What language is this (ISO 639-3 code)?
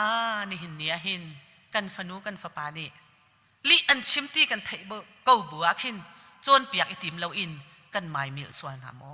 cnh